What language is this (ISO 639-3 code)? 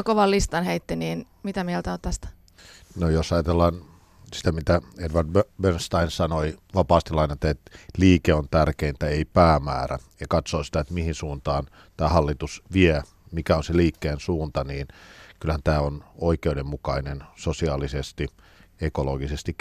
fin